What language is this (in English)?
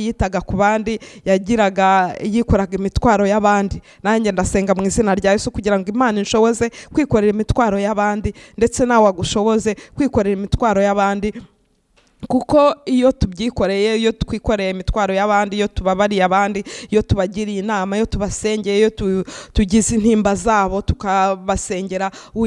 Kinyarwanda